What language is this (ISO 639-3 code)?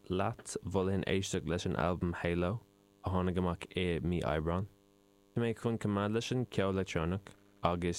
gle